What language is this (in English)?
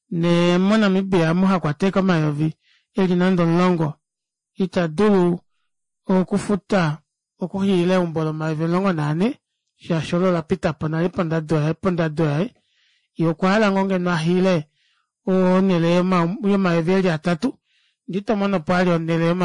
Kuanyama